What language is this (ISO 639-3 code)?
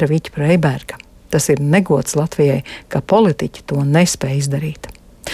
lav